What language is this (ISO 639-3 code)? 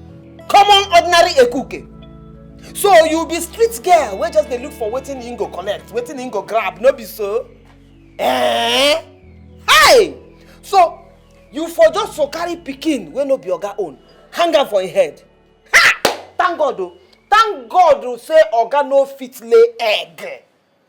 pcm